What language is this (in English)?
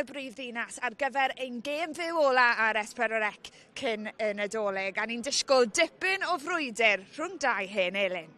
Welsh